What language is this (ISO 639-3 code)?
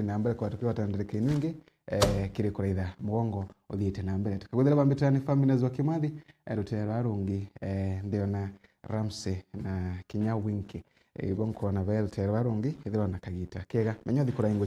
mer